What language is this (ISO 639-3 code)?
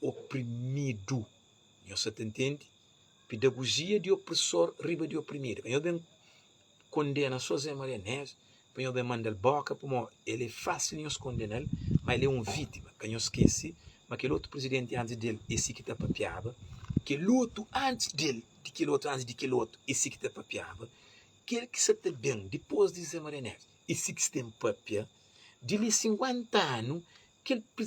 kea